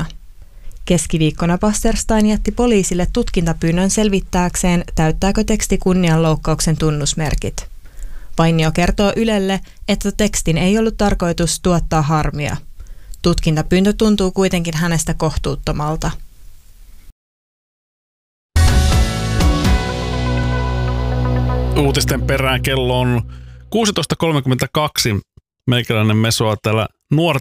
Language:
Finnish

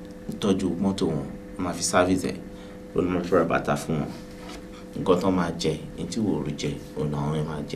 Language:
Yoruba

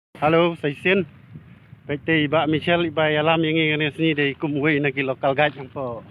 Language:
Khasi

